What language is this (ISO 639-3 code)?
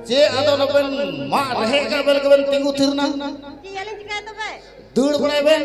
sat